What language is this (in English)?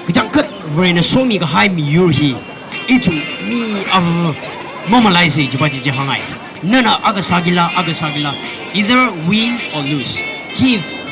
Tangkhul Naga (India)